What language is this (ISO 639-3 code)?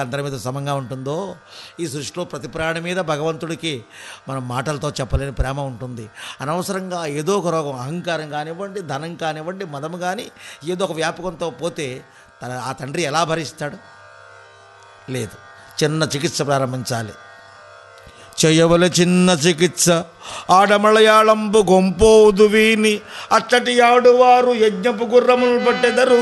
tel